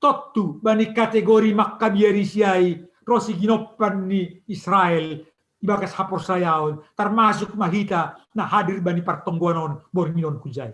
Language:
Batak Simalungun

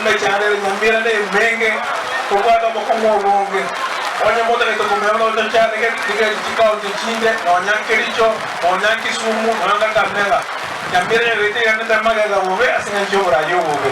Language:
Gusii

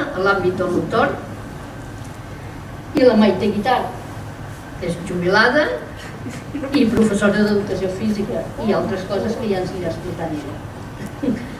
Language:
Catalan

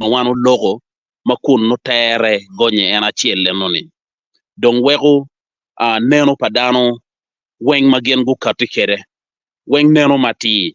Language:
Acoli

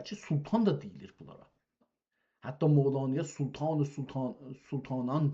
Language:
South Azerbaijani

